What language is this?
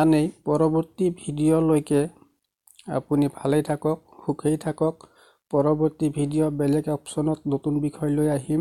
Assamese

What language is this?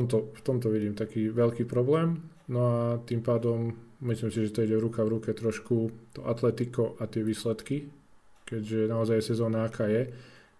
Slovak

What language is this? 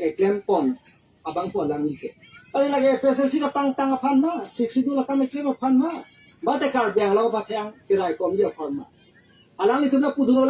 Karbi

